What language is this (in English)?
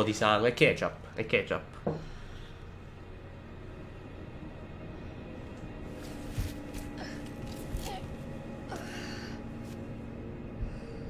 Italian